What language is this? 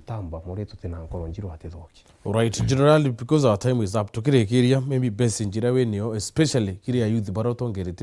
Meru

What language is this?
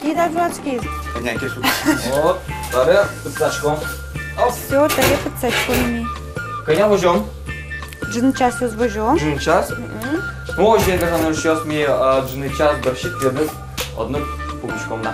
Udmurt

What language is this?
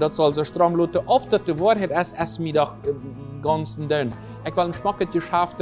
Plautdietsch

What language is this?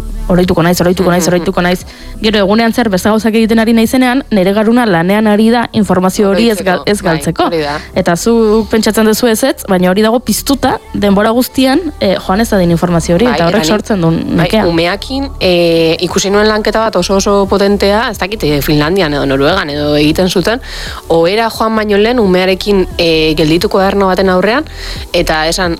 Basque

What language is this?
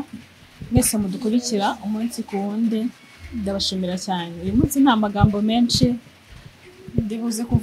Kinyarwanda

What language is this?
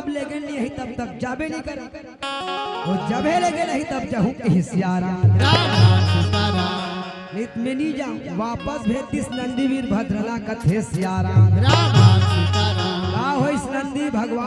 Chhattisgarhi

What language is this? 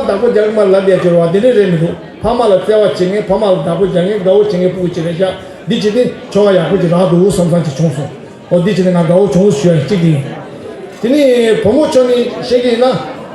Tibetan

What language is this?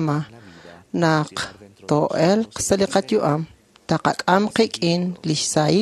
Kekchí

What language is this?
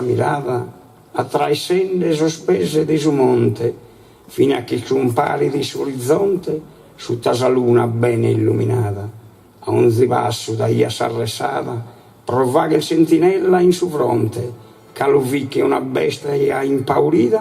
Sardinian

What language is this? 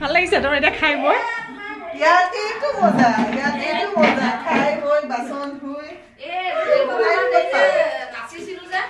Assamese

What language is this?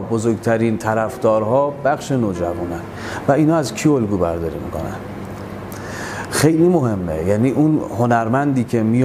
Persian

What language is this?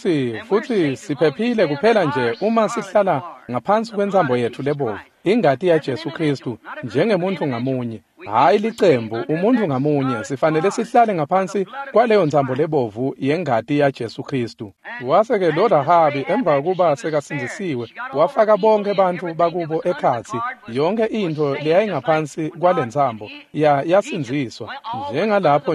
Swati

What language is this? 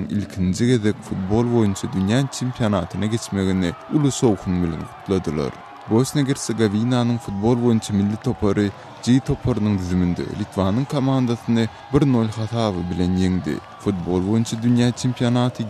Turkmen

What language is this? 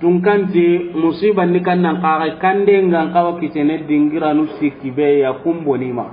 Soninke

